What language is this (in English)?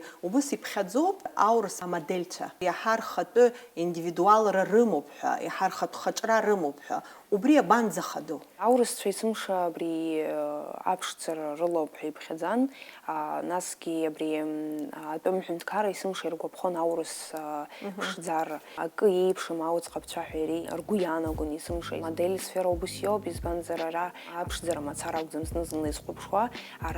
Abkhazian